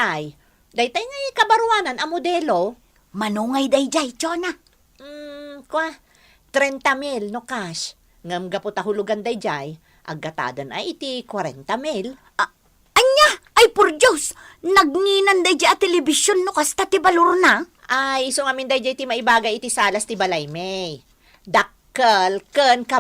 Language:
Iloko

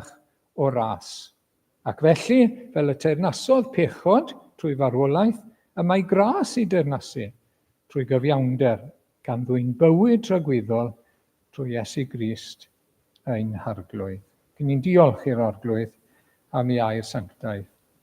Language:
Welsh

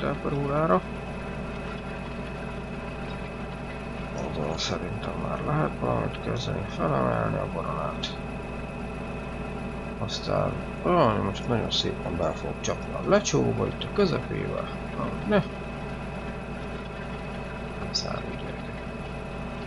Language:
Hungarian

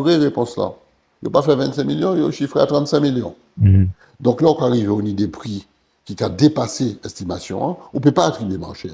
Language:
Guadeloupean Creole French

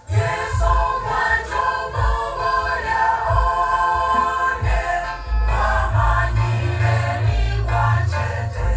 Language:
Gusii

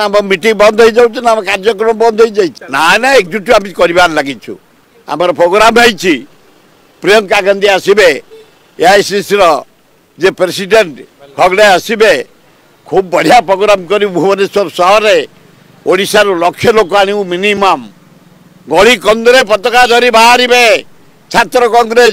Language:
Odia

